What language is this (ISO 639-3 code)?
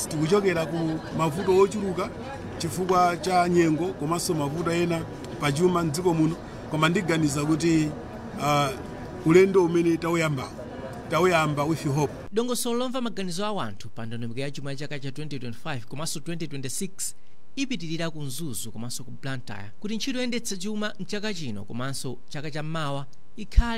nya